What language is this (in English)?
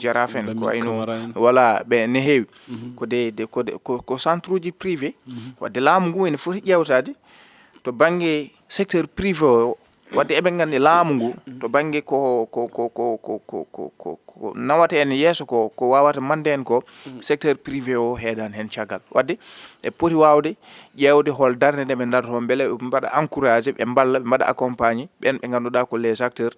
Fula